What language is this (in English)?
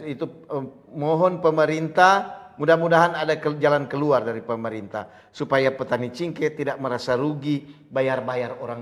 Manado Malay